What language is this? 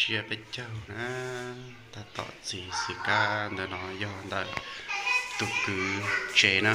Hmong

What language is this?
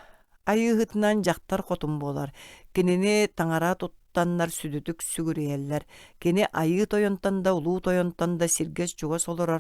Yakut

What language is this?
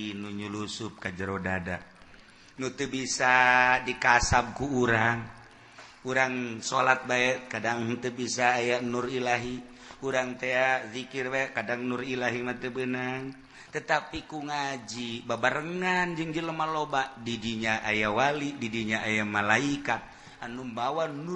Sundanese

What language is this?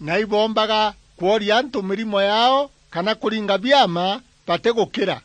Meru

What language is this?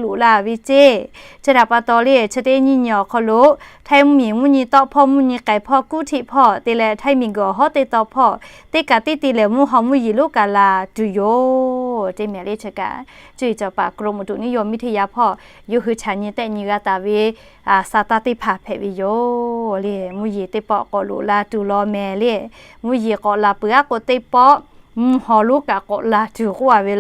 Lahu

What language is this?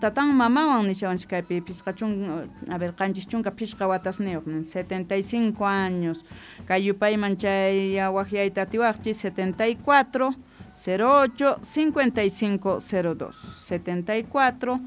South Bolivian Quechua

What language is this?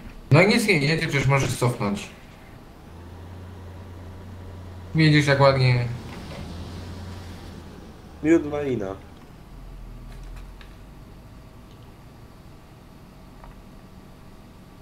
Polish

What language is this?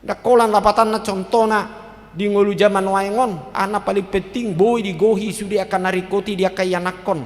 Batak Toba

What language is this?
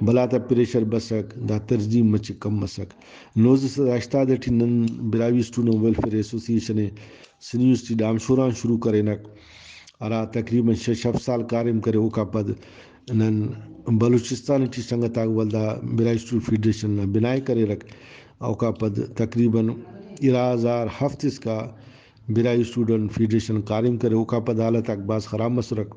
Brahui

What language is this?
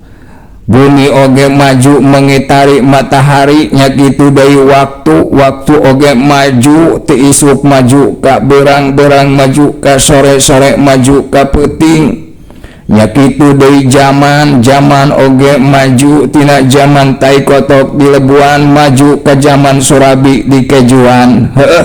Sundanese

